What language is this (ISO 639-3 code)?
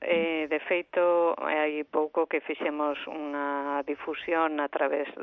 glg